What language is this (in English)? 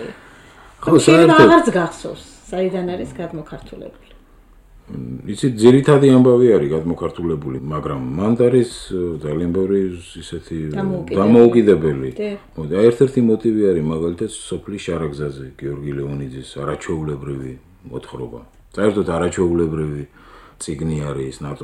Georgian